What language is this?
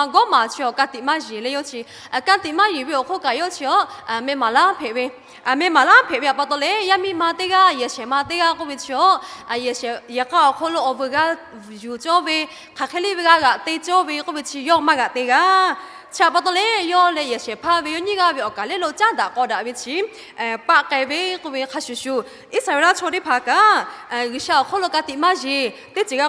Lahu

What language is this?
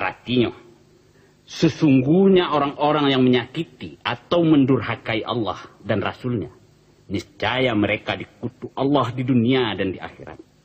Minangkabau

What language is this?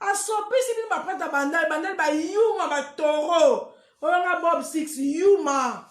Lingala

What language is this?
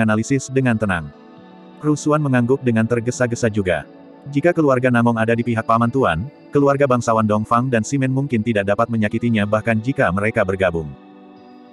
Indonesian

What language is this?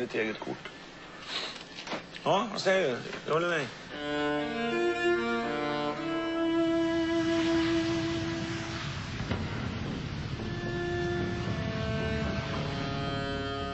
Swedish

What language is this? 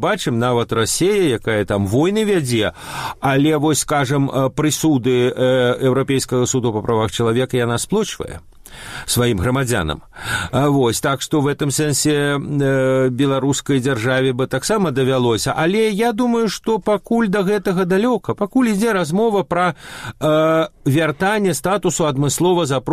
Belarusian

